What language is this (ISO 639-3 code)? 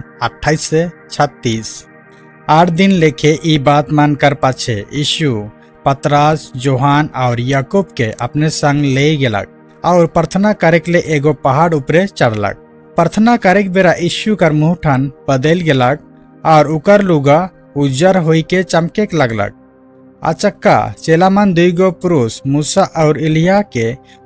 sck